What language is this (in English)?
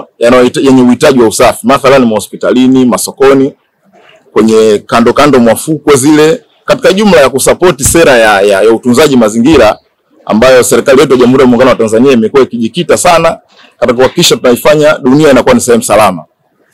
Swahili